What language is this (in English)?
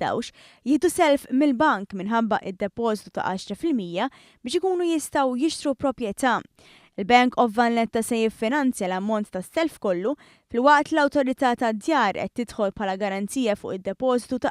Maltese